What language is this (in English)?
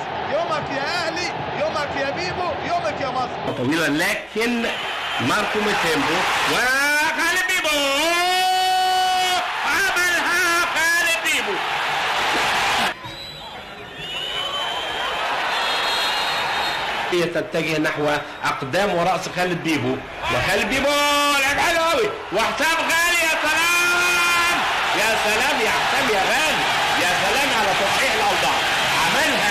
Egyptian Arabic